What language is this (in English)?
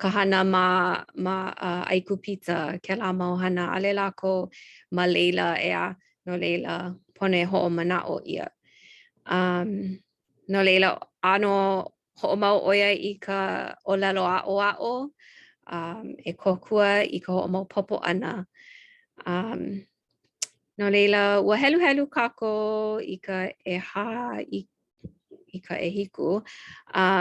Hawaiian